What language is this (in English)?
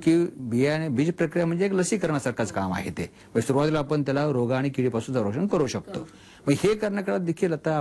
Marathi